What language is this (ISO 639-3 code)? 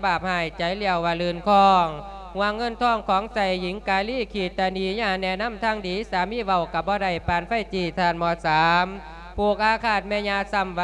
lao